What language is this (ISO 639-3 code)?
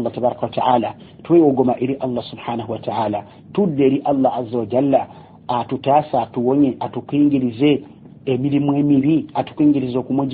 lug